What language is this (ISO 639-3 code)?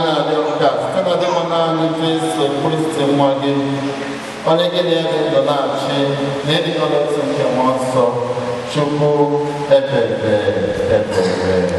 ibo